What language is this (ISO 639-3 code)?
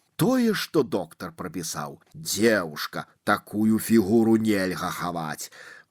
bel